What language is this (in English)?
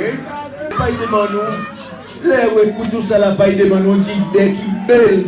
Seselwa Creole French